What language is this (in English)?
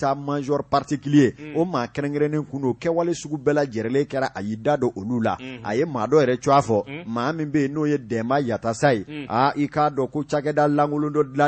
Bambara